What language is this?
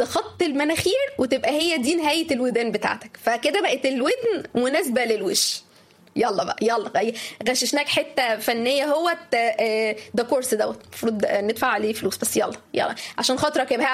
Egyptian Arabic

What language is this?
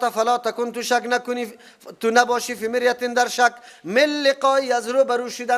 Persian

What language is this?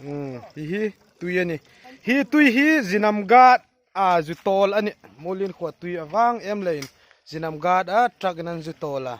Hmar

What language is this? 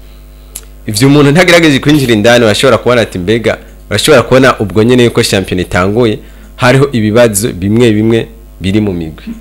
Rundi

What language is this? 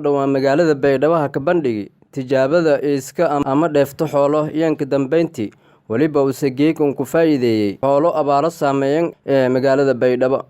Somali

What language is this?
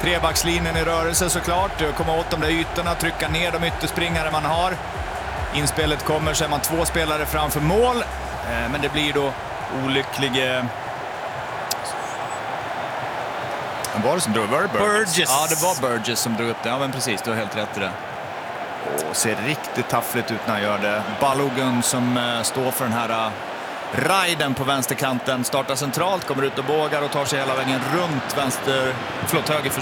Swedish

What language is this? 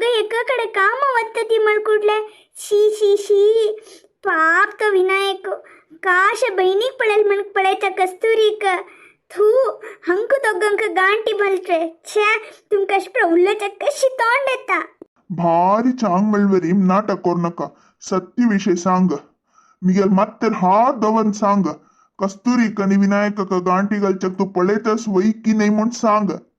Konkani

